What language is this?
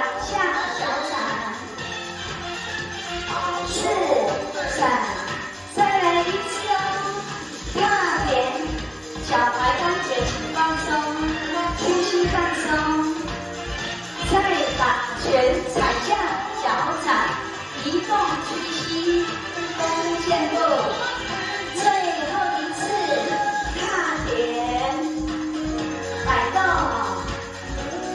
Chinese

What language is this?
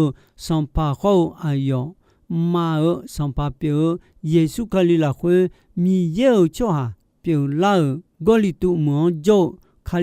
Akha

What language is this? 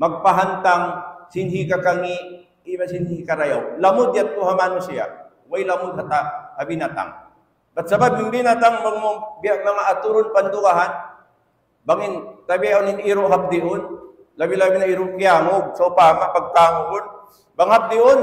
Tausug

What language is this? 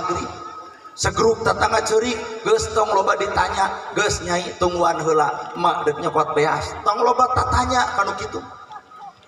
Sundanese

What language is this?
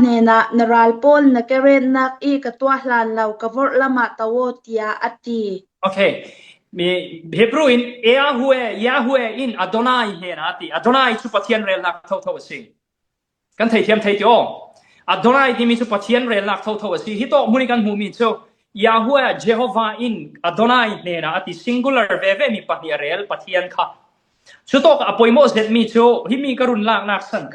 Falam Chin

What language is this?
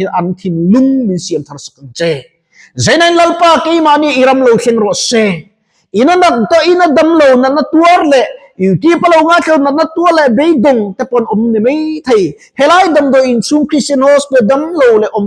Mizo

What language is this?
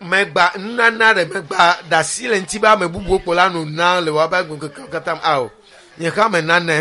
Ewe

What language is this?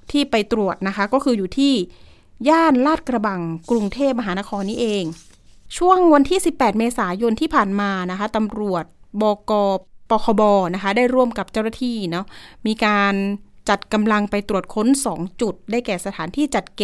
Thai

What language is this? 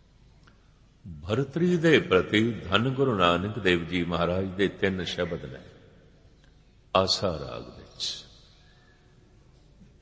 Punjabi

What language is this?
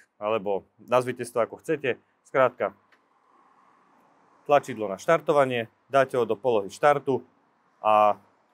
Slovak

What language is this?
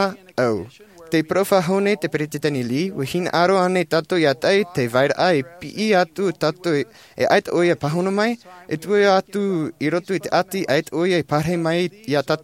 Tahitian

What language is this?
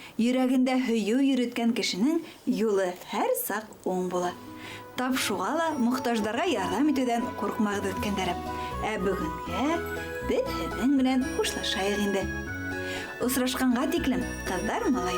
Bashkir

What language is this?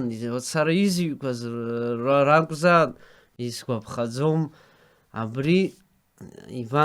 Abkhazian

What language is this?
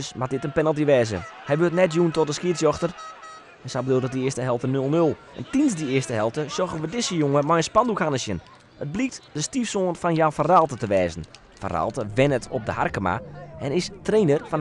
Western Frisian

